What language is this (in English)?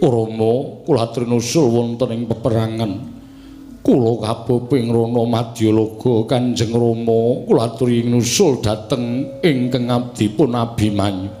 Javanese